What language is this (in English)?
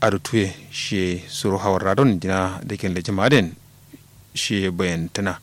Kanuri